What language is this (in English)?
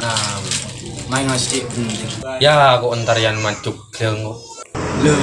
Madurese